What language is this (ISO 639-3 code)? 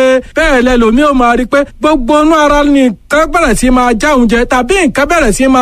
yor